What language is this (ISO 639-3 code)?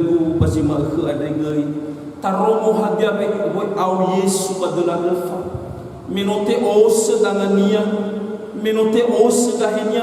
nia